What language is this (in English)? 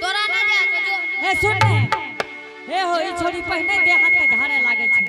Angika